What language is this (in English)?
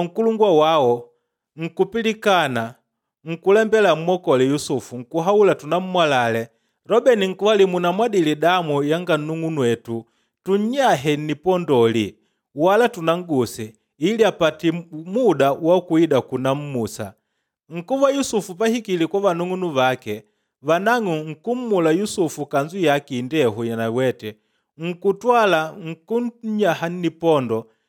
Makonde